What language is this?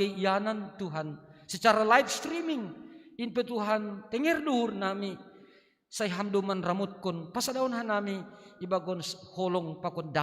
Batak Simalungun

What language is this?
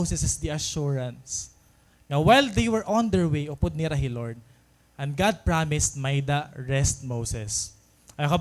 Waray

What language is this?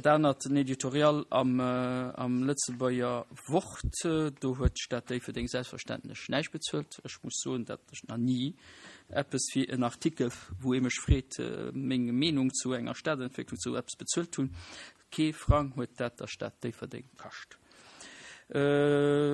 Luxembourgish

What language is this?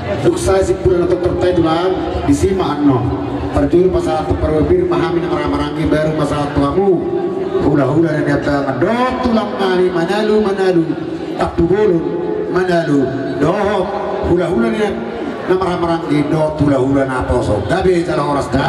Batak Toba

